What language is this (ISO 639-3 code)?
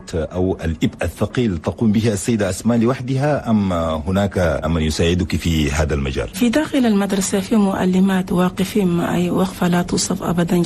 shu